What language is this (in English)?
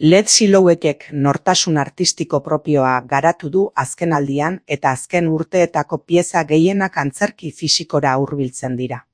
Basque